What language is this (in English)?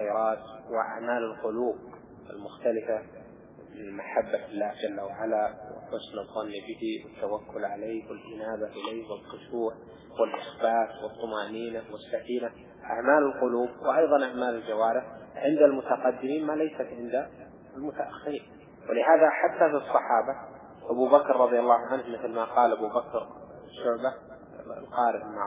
Arabic